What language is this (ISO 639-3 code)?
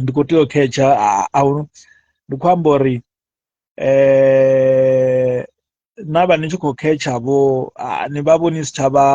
ven